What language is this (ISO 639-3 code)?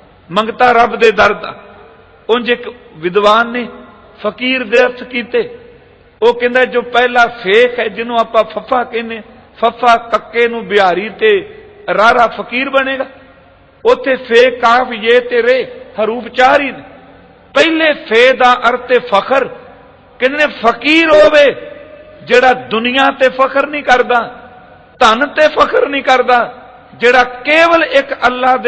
pan